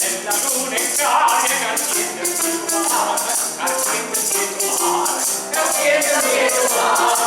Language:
Neapolitan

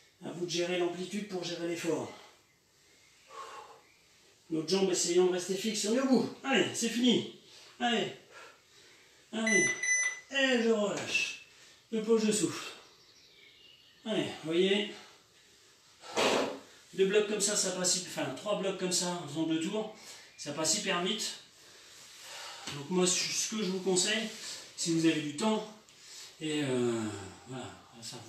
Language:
French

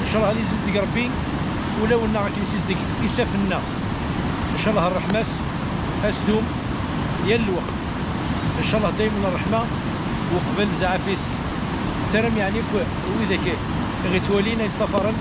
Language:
Kabyle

